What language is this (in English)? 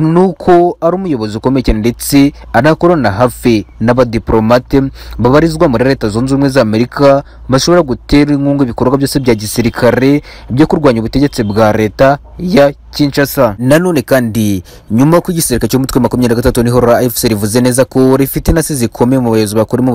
Kinyarwanda